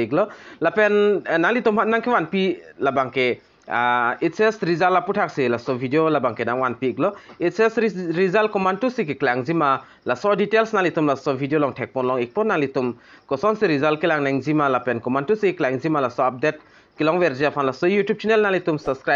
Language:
Karbi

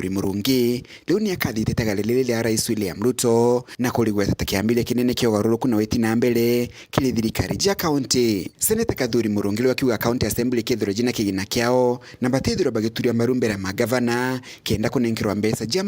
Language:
Meru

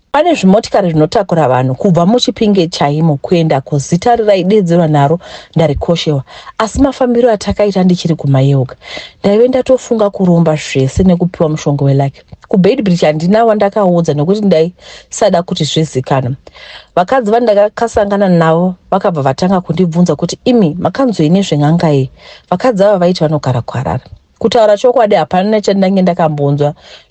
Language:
Shona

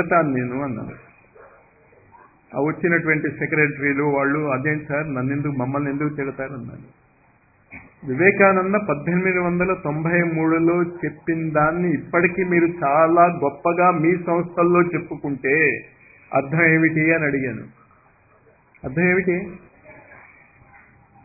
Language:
Telugu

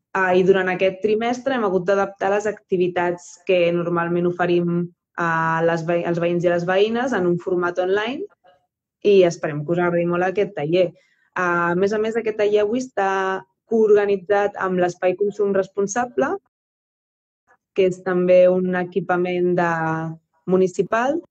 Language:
Catalan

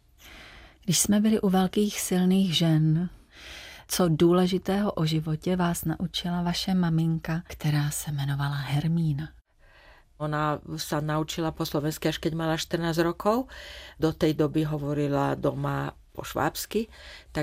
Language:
Slovak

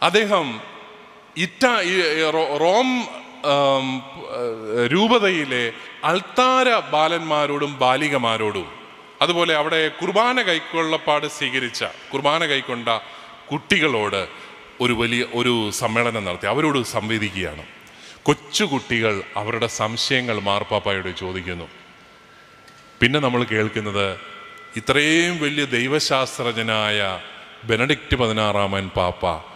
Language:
Malayalam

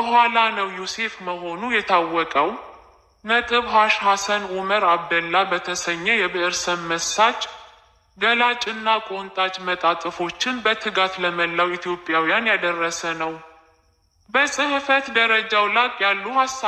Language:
Amharic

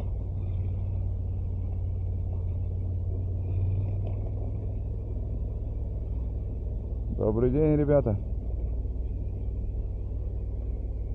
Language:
Russian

